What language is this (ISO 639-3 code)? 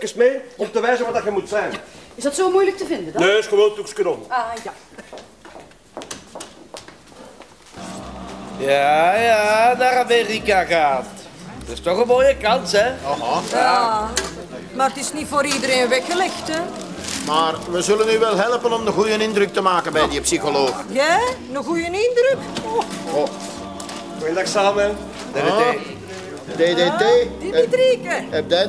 nld